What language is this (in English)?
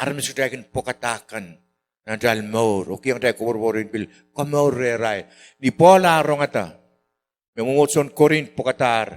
Pohnpeian